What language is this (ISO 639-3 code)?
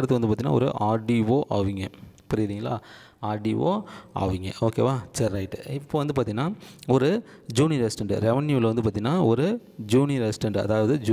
tam